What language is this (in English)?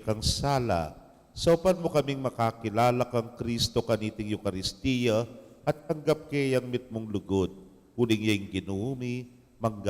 Pampanga